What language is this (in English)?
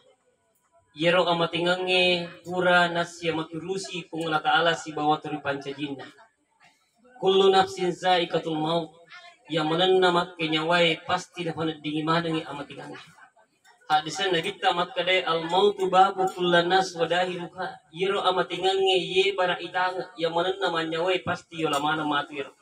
Buginese